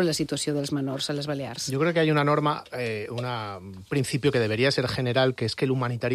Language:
Catalan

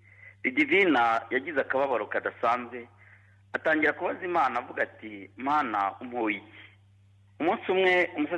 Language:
Kinyarwanda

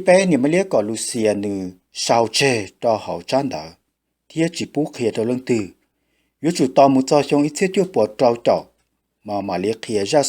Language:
Hmong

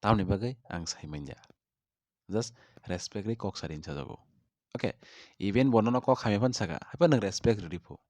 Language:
Kok Borok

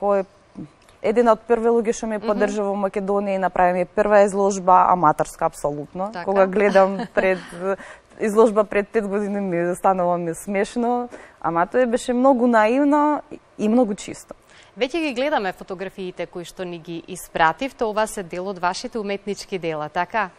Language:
Macedonian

